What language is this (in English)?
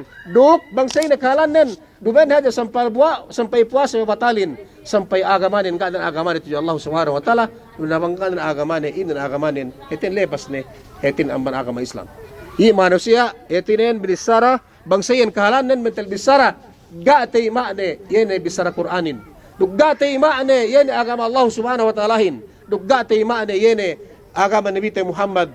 Yakan